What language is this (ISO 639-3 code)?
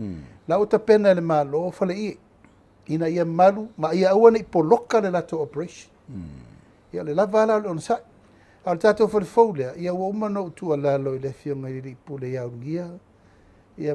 smo